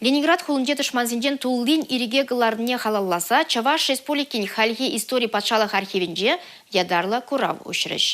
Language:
Chuvash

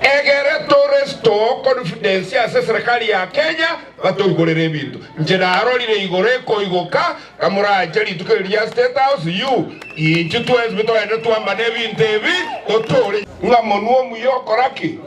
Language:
Gusii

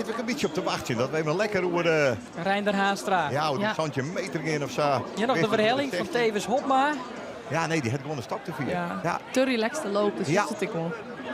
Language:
Western Frisian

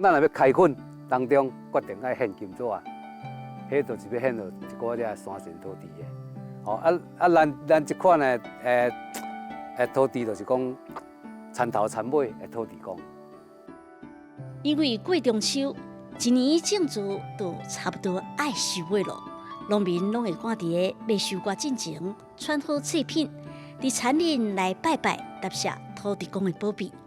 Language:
Min Nan Chinese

